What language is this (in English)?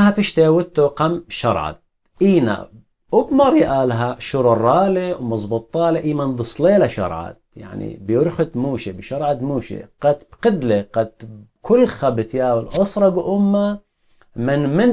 Assyrian Neo-Aramaic